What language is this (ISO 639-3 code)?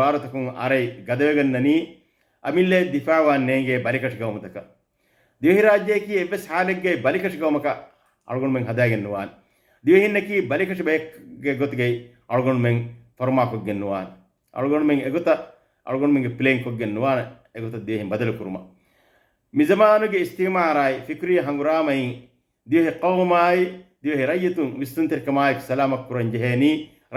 div